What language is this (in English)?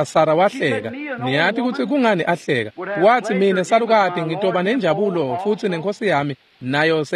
Swati